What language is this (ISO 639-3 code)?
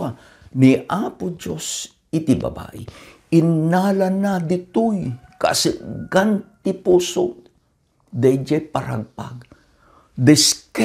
ilo